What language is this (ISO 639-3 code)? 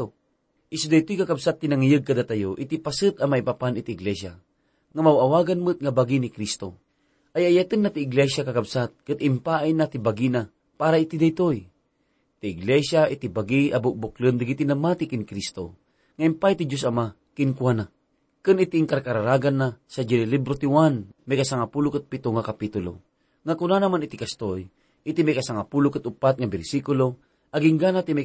ilo